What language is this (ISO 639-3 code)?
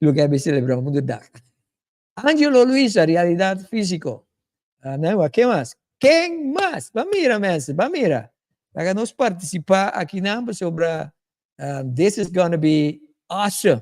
pap